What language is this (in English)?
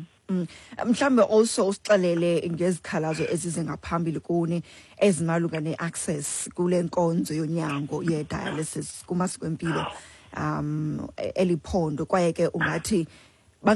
Xhosa